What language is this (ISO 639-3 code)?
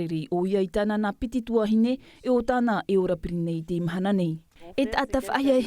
tah